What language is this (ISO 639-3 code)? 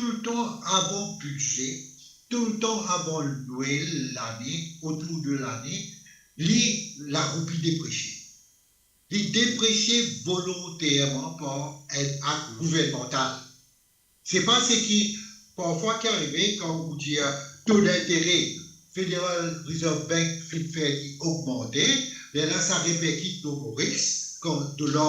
mfe